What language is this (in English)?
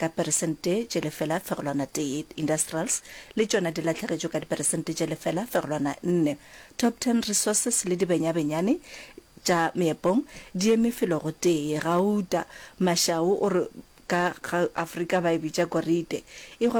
Northern Sotho